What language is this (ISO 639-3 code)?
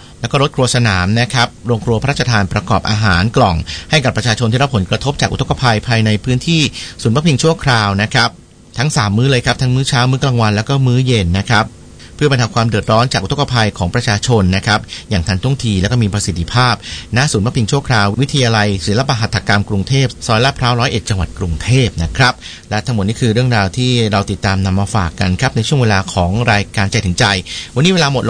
tha